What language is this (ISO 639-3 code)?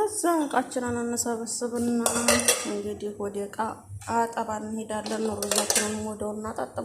amh